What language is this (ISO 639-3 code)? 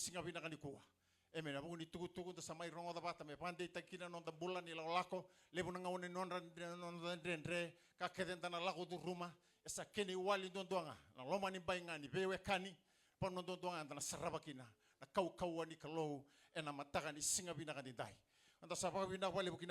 fij